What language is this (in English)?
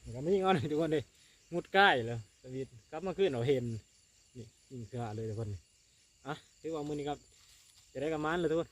Lao